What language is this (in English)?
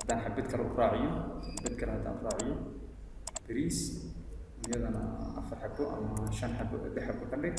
Somali